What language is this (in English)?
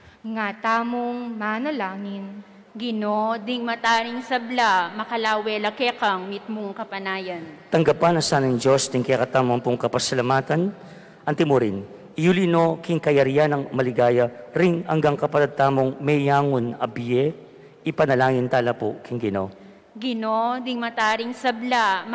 Pampanga